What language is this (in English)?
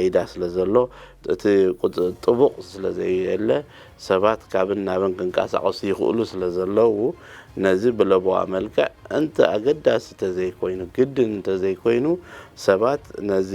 Tigrinya